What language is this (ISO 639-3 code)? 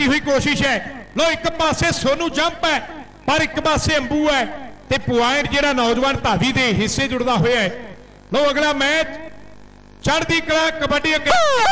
pan